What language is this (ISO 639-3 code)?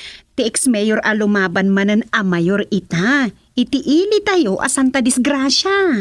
ilo